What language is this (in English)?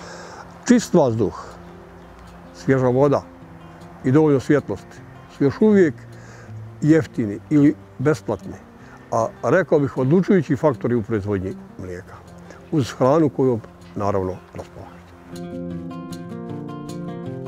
Bosnian